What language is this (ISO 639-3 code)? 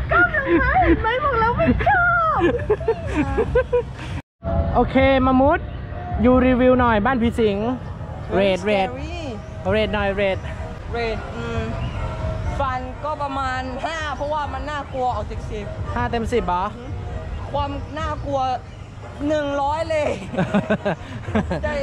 tha